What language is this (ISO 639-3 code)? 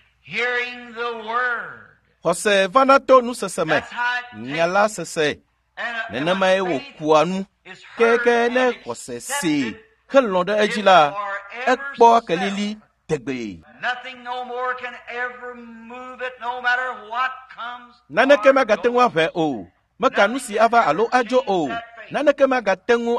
ewe